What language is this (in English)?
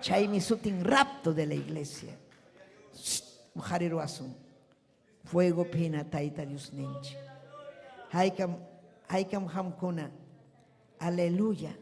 Ayacucho Quechua